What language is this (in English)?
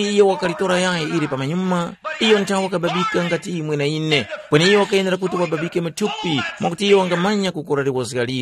Tumbuka